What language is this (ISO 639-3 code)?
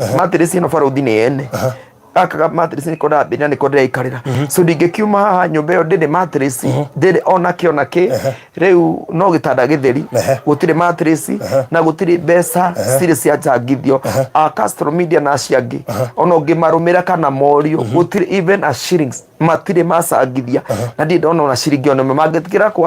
kik